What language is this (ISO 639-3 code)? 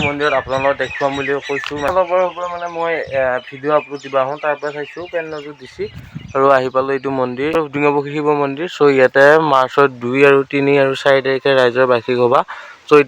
asm